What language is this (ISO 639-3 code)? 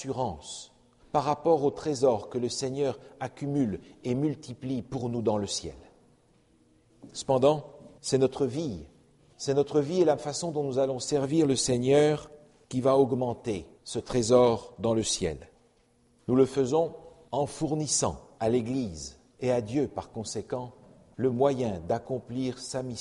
fra